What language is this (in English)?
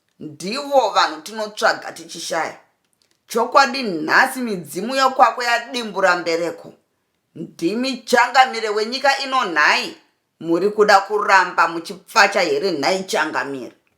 Shona